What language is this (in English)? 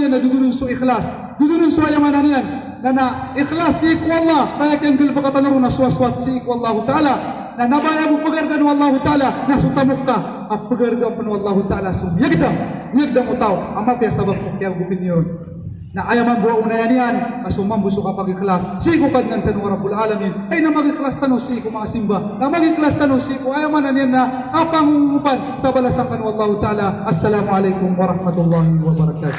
Maranao